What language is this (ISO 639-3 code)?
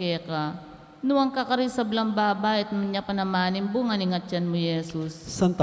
pam